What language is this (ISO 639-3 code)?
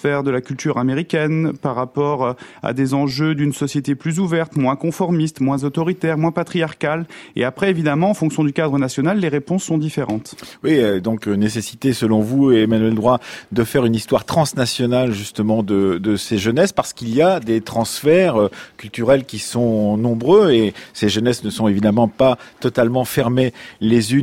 fra